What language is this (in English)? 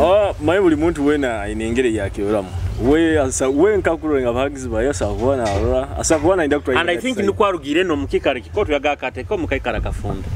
Nyoro